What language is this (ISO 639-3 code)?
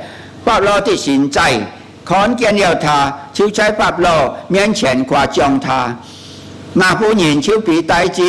hak